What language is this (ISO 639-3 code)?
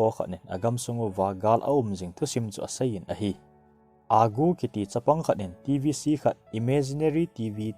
tcz